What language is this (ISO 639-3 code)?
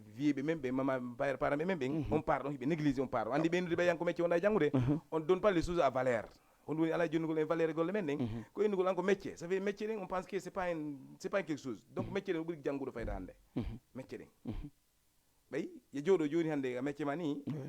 ful